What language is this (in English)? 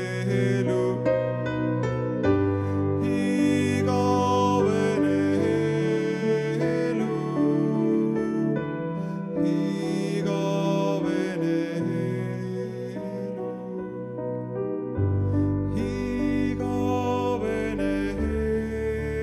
Estonian